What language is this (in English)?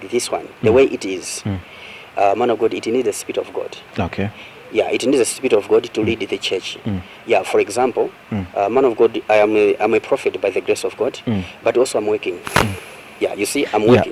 Nyanja